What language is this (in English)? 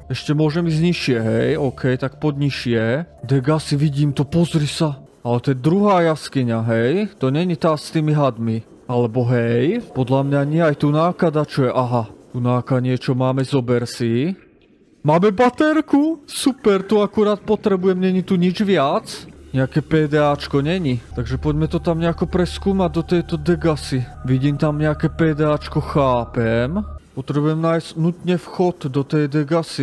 Slovak